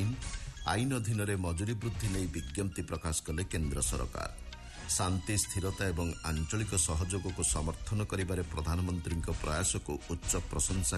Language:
Odia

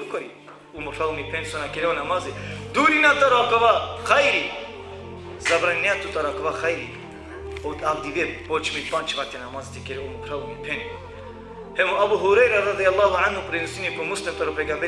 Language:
Balkan Romani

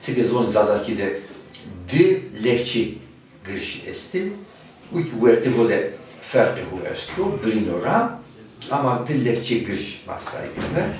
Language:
Zaza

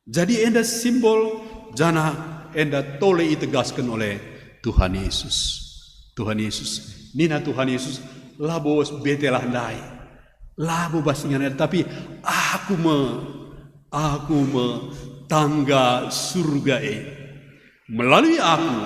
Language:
Batak Karo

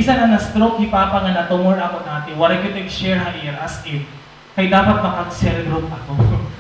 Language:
Waray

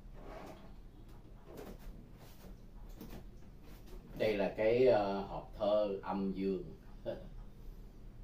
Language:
Vietnamese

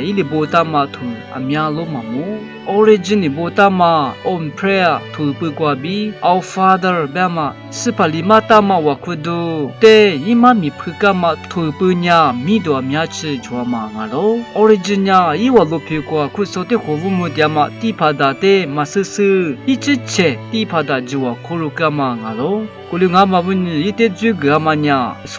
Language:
Lisu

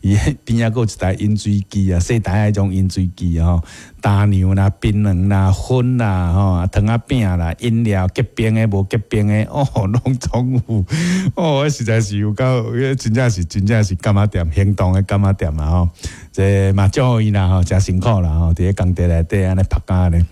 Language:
Min Nan Chinese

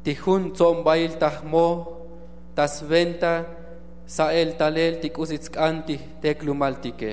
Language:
Tzotzil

